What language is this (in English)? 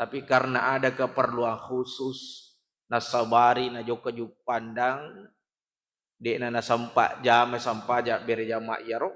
Buginese